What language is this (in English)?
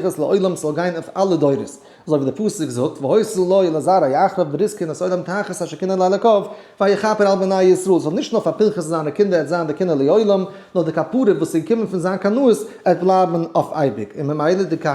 Yiddish